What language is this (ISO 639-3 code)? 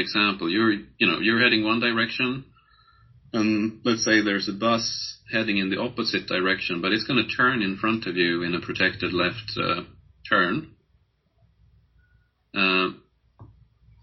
eng